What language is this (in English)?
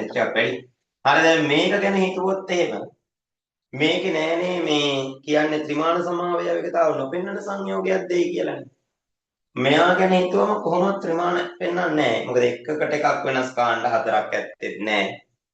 Sinhala